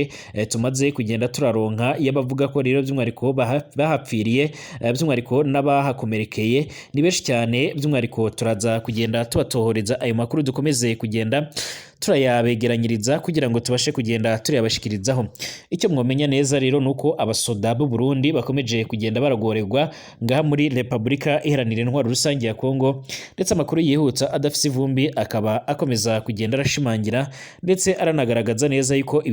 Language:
Rundi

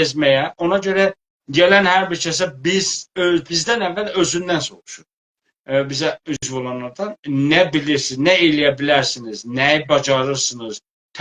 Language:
South Azerbaijani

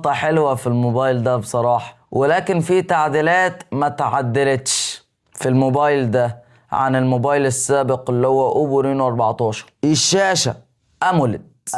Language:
Egyptian Arabic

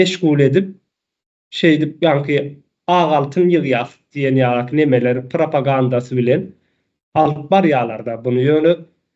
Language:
Turkmen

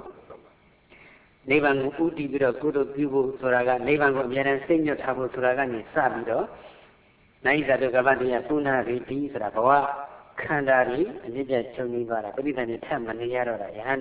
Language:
Burmese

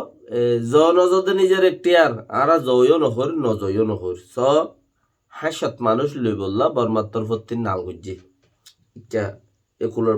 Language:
Rohingya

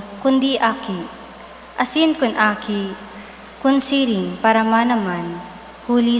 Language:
Bikol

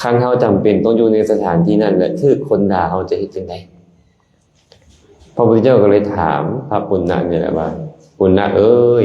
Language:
Lao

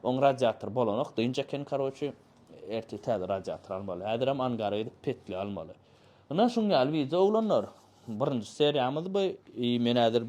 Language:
Turkmen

